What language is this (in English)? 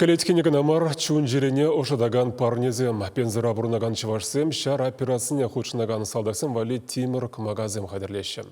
Chuvash